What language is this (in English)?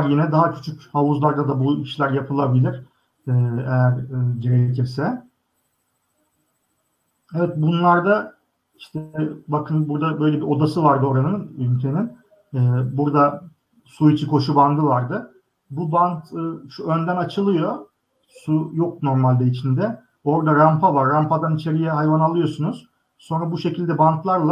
Turkish